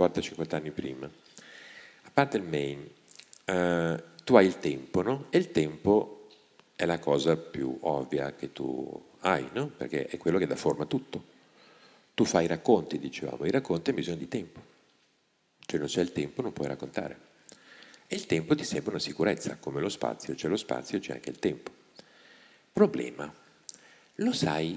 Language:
Italian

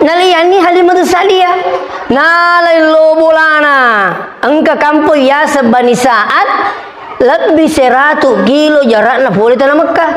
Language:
Buginese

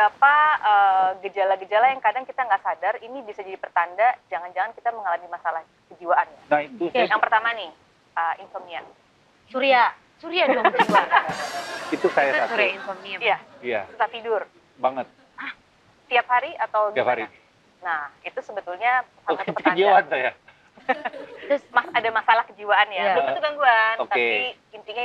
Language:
Indonesian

